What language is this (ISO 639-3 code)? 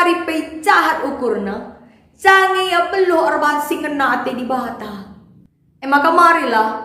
btx